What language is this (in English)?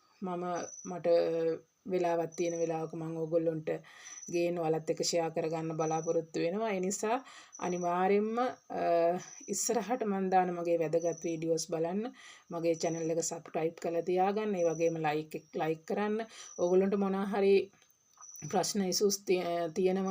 Sinhala